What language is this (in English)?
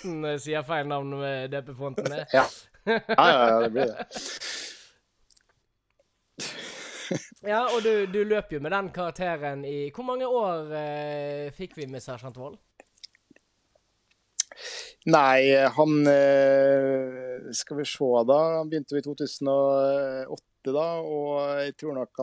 Norwegian